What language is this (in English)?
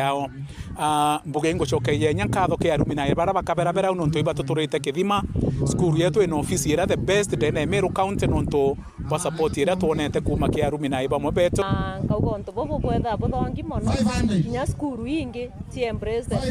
Meru